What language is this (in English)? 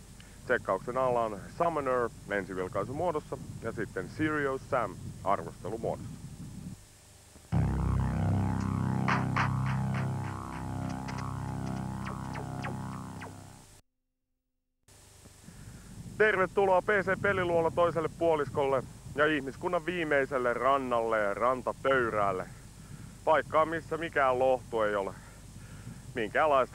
Finnish